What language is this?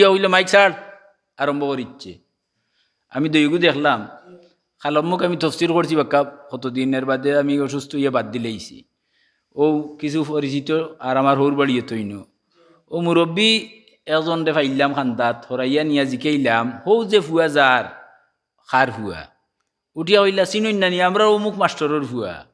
Sylheti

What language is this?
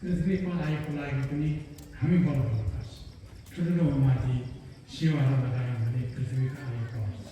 Nepali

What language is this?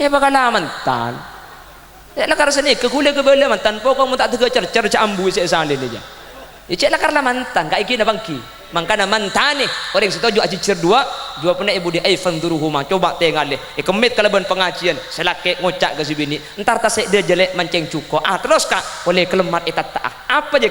Madurese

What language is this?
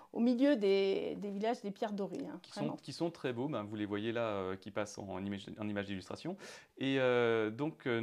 French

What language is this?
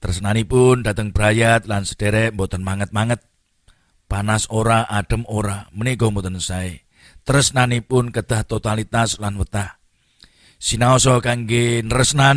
Javanese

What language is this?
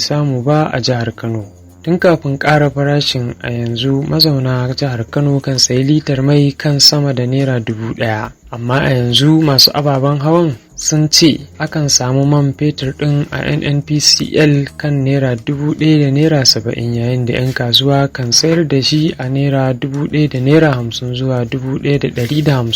Hausa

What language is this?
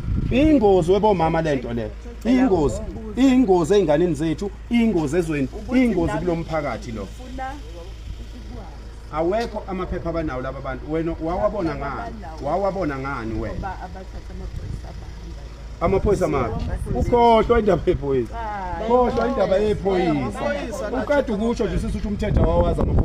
Zulu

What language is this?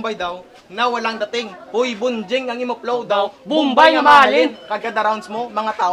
Hiligaynon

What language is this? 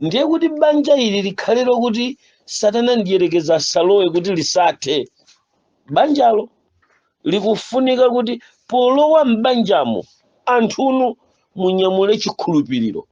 Nyanja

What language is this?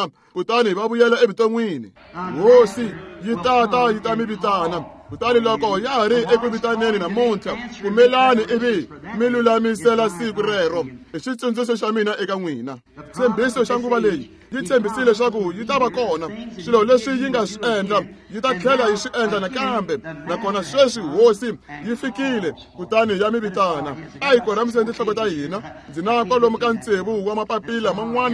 Tsonga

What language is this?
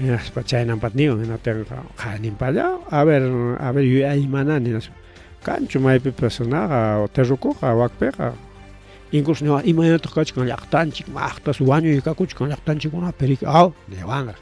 Ayacucho Quechua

